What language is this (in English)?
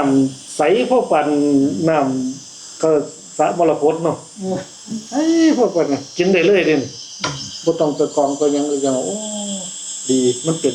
Northeastern Thai